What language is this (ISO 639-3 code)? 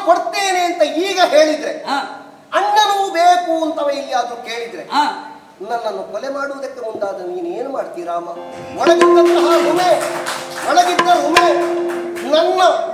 kan